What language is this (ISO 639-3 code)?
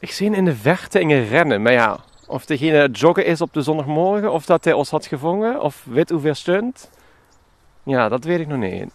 lim